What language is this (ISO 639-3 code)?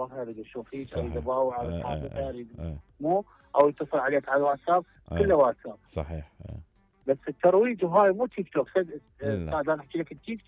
acm